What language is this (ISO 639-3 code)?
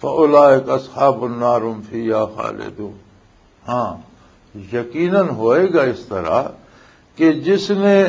lah